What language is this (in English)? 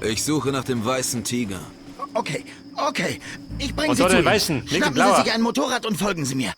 Bavarian